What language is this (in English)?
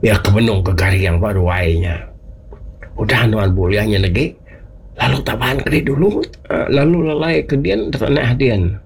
Iban